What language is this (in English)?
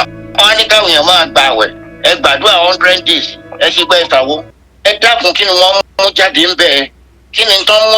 Yoruba